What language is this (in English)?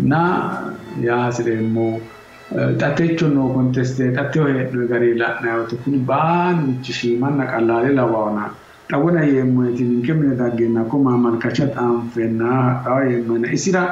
Sidamo